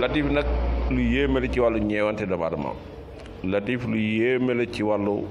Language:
Wolof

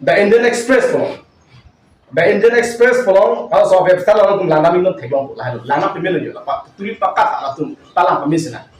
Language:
Karbi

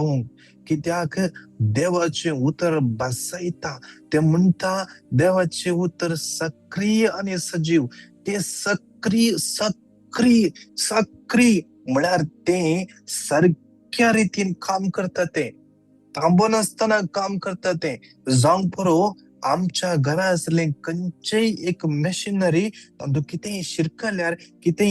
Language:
Konkani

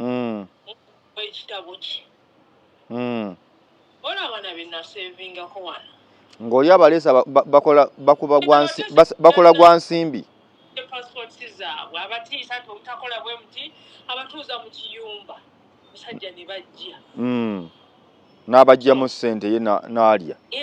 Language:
Ganda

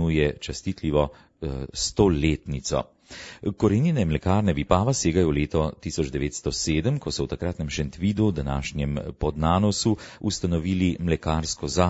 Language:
Slovenian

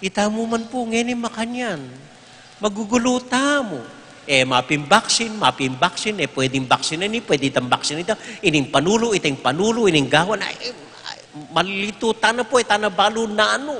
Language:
Pampanga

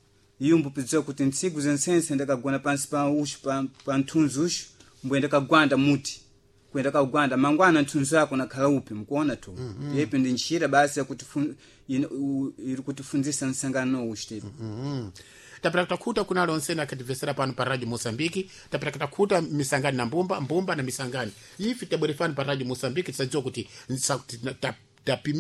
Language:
Sena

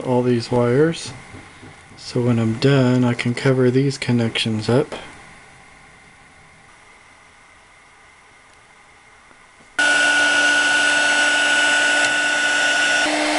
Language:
English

